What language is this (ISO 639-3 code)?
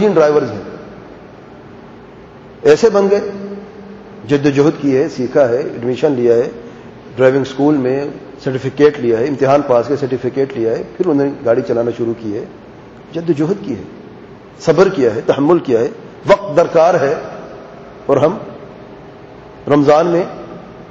urd